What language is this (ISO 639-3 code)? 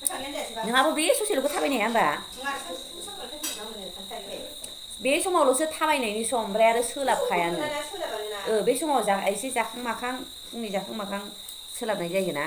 brx